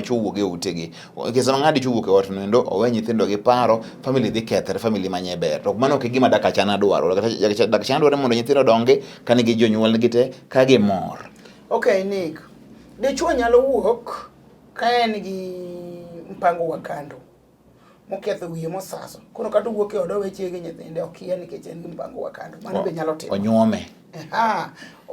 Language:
Luo (Kenya and Tanzania)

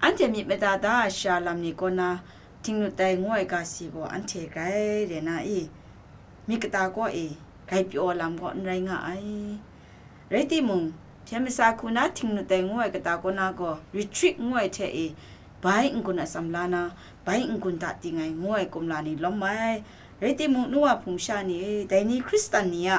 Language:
Kachin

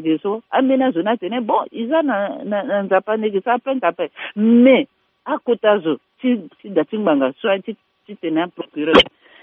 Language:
Sango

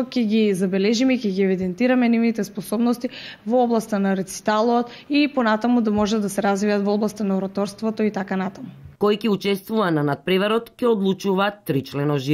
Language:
Macedonian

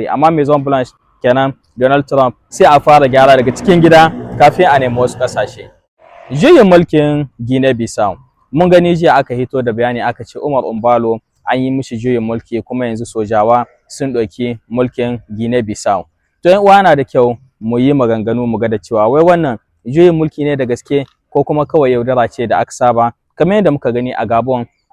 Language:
Hausa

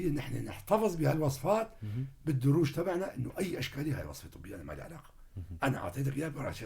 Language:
North Levantine Arabic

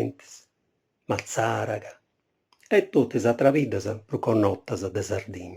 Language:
Sardinian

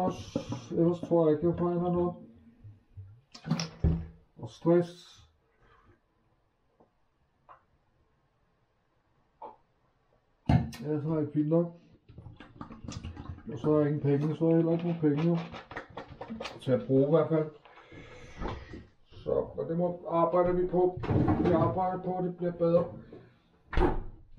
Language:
Danish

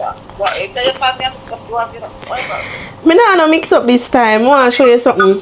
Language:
Jamaican Creole English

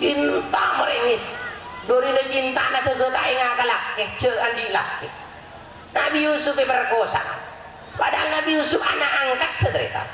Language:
Madurese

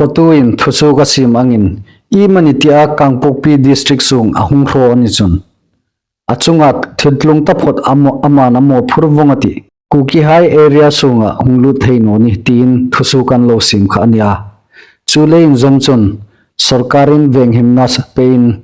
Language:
Hmar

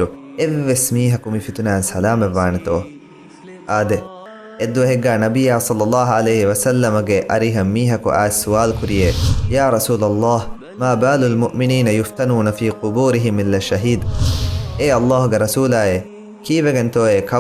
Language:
Divehi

